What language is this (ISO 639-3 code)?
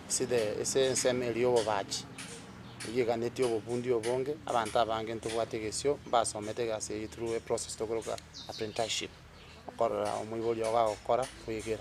guz